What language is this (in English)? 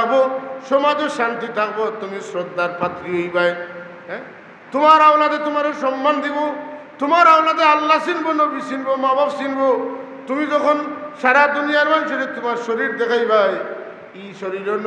Sylheti